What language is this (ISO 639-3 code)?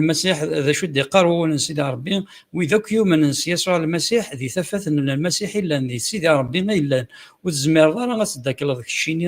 kab